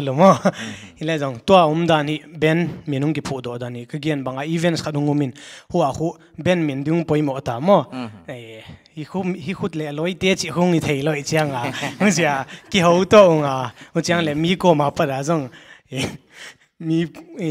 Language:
Paite Chin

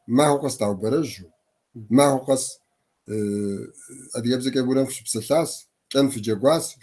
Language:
Kabardian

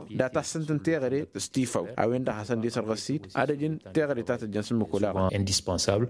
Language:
Tamasheq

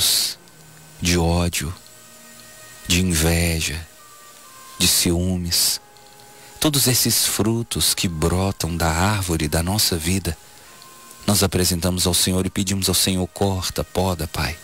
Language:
Portuguese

